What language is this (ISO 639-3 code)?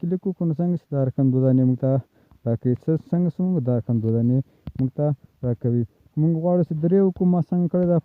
pus